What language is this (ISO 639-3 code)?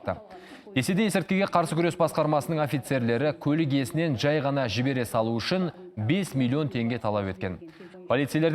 kaz